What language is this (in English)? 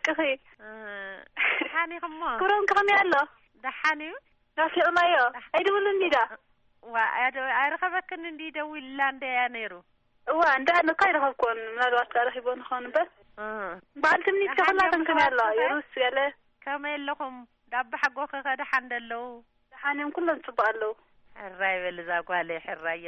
Tigrinya